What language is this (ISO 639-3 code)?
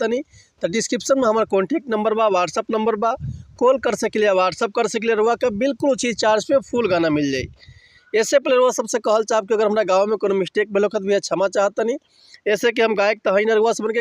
bho